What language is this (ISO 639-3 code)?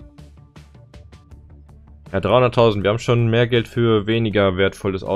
deu